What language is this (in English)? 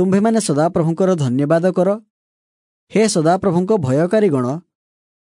Odia